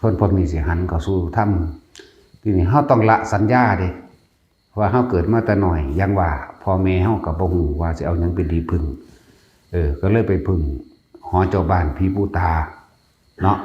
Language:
Lao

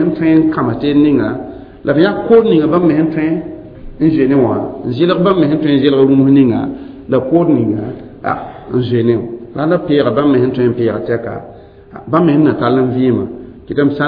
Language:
Mossi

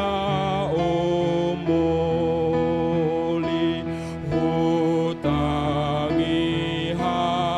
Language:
Batak Toba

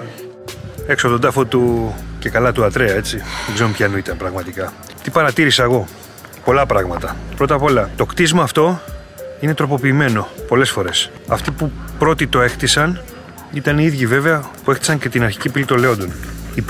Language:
Greek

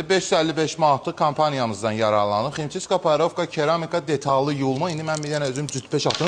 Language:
Azerbaijani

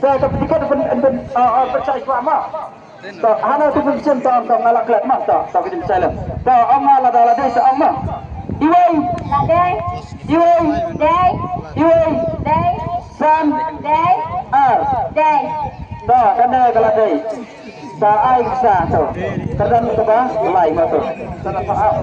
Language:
Khasi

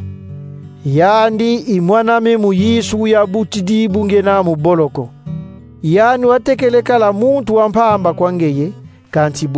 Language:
Kongo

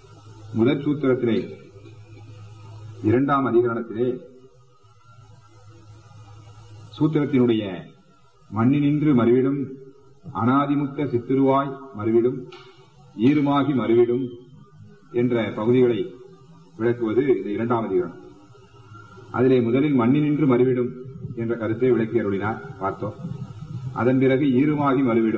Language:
Tamil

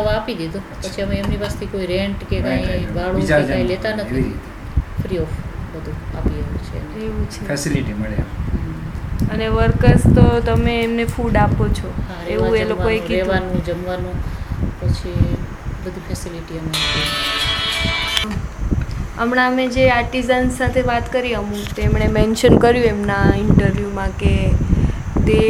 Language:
Gujarati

